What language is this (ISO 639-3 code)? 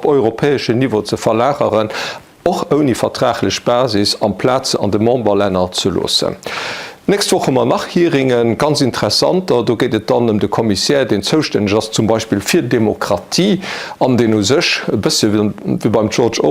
ltz